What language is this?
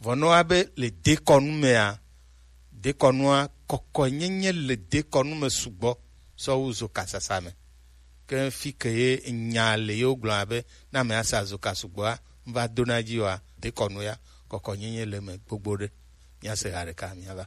Gen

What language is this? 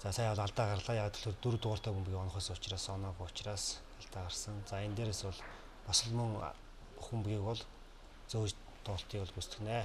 Mongolian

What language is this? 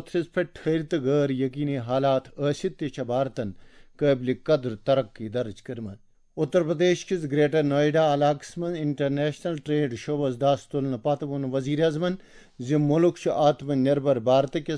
Kashmiri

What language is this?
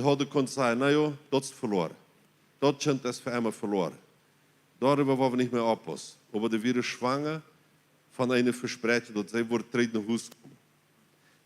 Plautdietsch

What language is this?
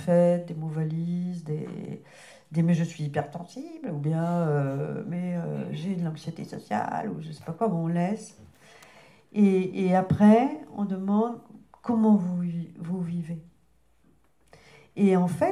French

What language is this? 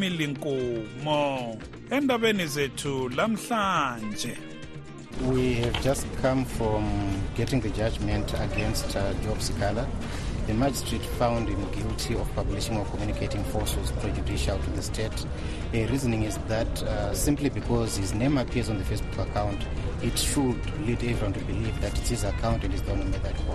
North Ndebele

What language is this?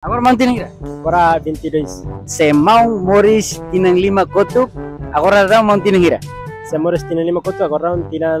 Tetum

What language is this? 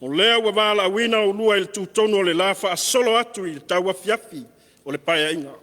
Samoan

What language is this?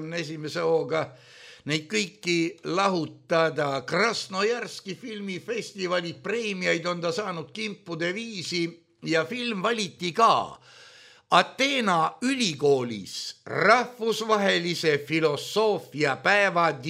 Estonian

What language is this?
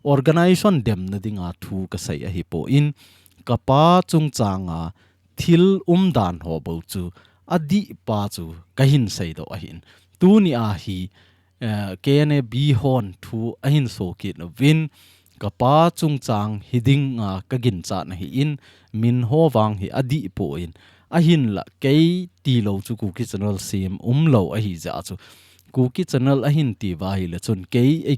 Thado Chin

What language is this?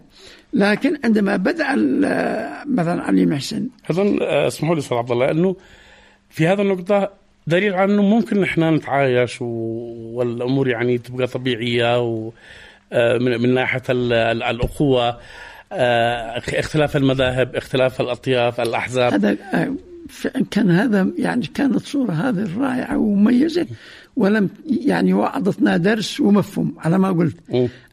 Arabic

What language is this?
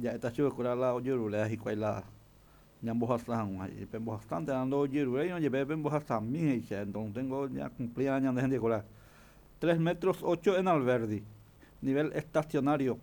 Guarani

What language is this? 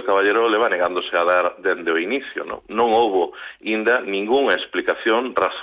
Galician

